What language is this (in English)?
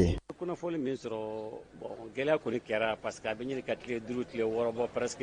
Bambara